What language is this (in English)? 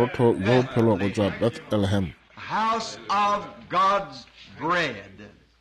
Northern Sotho